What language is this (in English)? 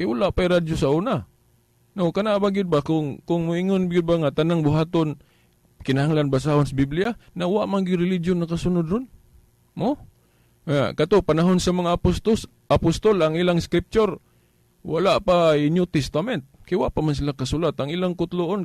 Cebuano